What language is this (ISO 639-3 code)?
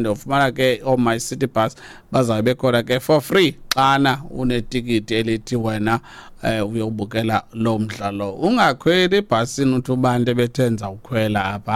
xho